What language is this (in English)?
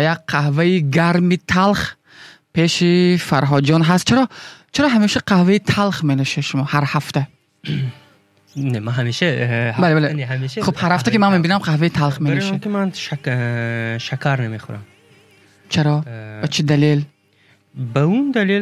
Tajik